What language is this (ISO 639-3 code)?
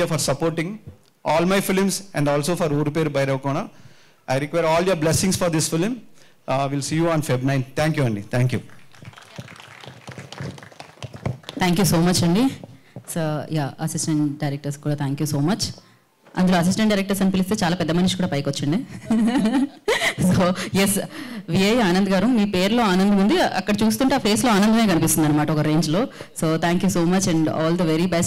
tel